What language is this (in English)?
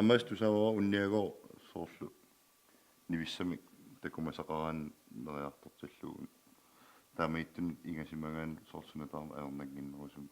Kalaallisut